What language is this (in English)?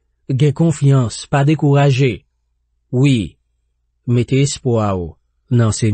Haitian Creole